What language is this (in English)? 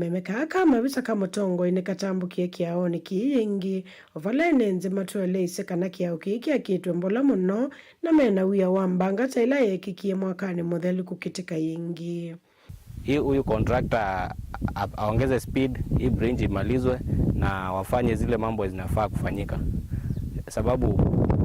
Kamba